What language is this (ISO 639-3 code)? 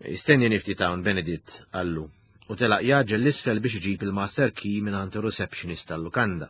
mlt